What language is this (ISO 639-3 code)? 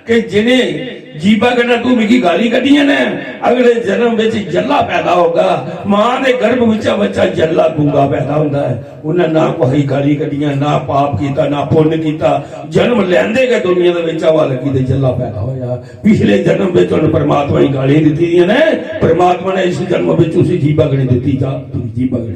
doi